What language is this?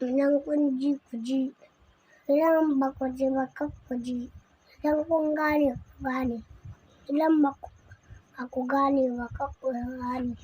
Hausa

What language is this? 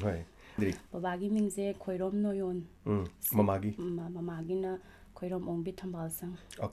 Manipuri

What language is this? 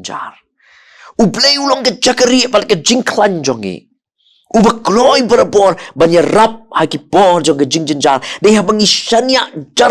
Khasi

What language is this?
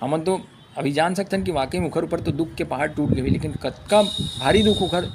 Chhattisgarhi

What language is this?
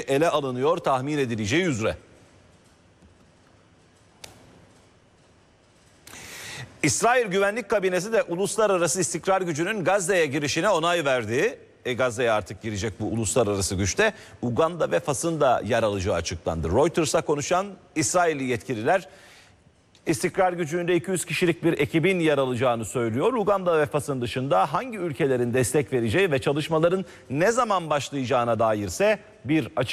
Turkish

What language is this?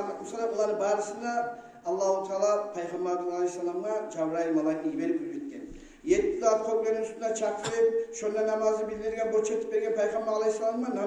Kumyk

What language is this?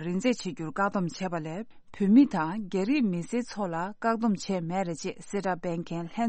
Tibetan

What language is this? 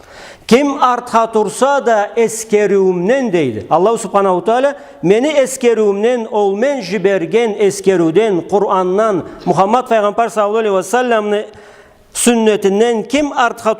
Karachay-Balkar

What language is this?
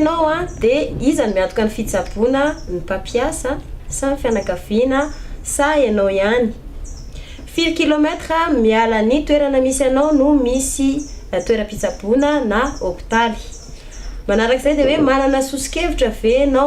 Malagasy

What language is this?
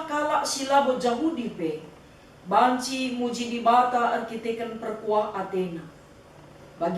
Batak Karo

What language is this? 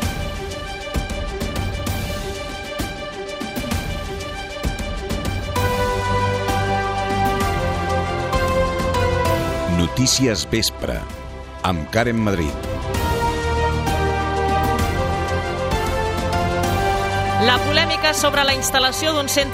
Catalan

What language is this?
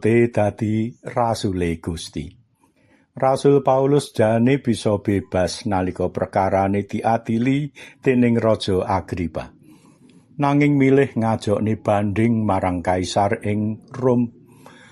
Javanese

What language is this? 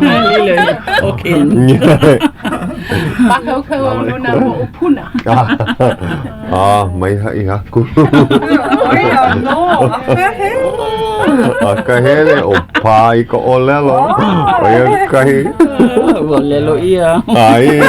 Hawaiian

